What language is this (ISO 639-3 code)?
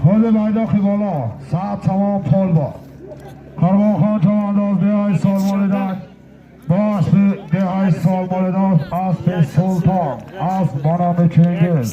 tgk